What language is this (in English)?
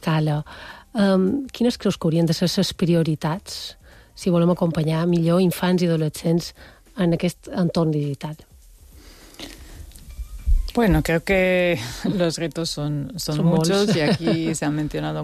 Catalan